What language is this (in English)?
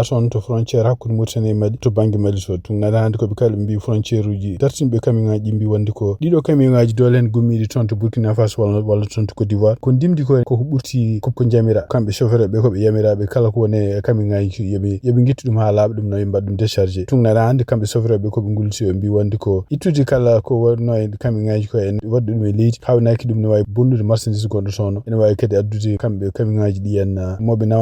Fula